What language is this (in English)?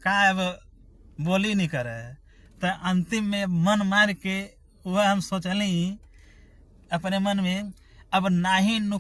Bhojpuri